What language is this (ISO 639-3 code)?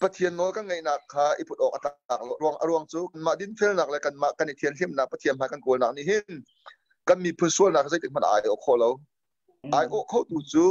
cnh